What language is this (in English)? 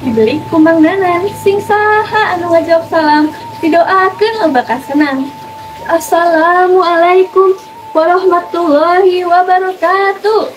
Sundanese